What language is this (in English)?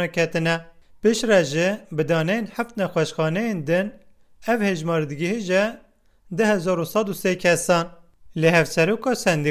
Kurdish